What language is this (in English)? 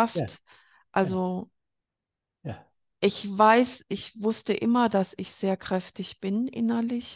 German